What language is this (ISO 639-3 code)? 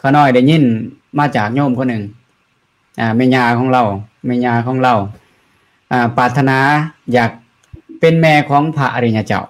lao